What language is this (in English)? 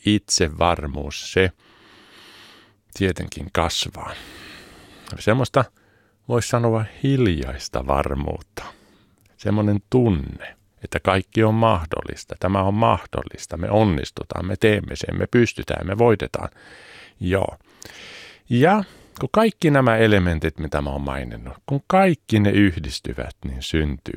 Finnish